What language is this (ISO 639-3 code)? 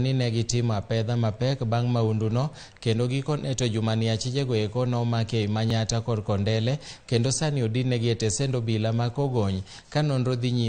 luo